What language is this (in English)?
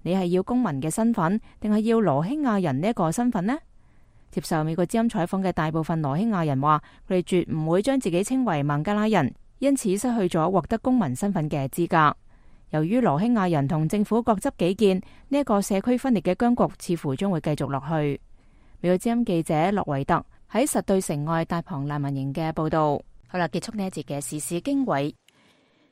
Cantonese